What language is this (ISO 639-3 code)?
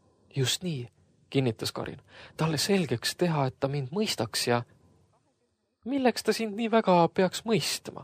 est